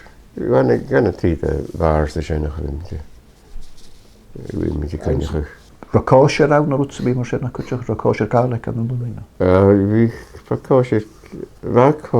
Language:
Irish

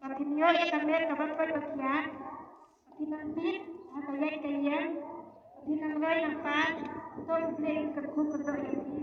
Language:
Khasi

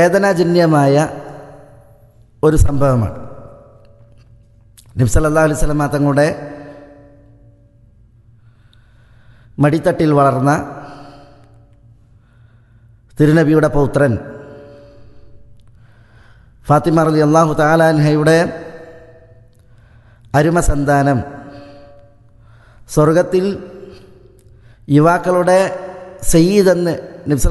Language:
Malayalam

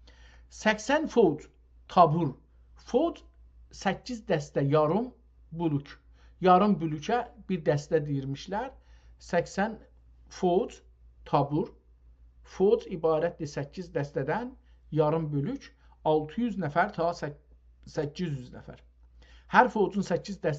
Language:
South Azerbaijani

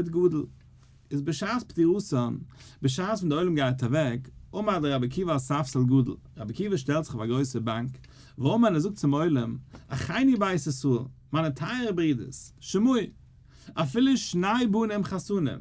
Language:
Yiddish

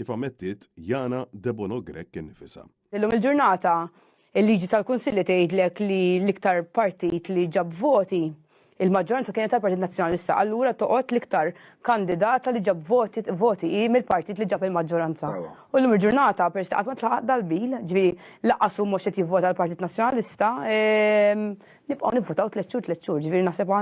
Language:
Maltese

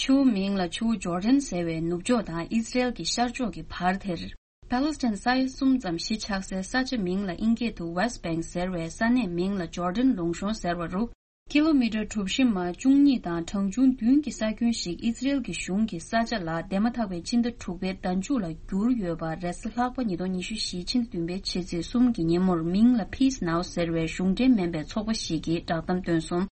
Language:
Tibetan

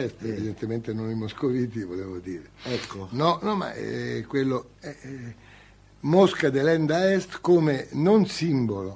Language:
Italian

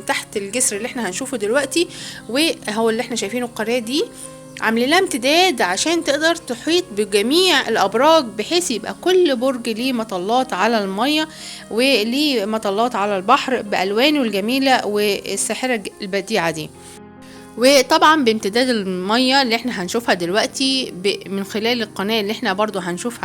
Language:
Egyptian Arabic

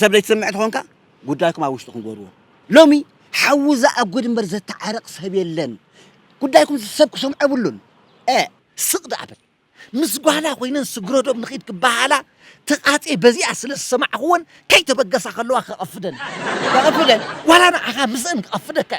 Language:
Tigrinya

